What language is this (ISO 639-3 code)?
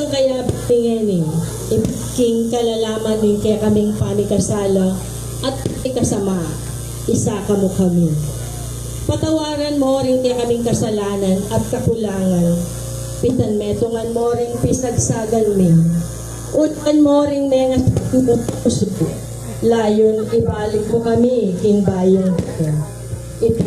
pam